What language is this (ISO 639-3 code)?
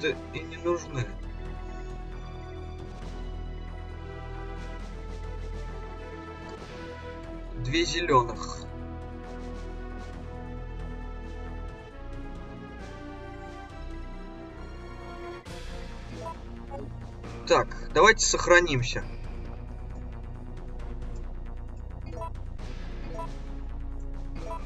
rus